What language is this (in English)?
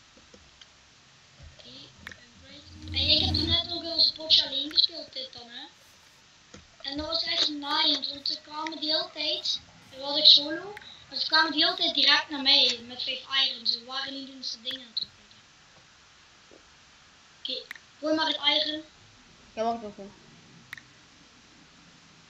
Dutch